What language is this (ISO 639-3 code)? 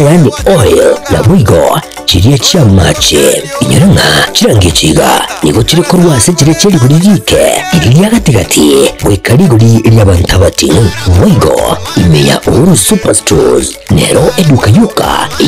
guz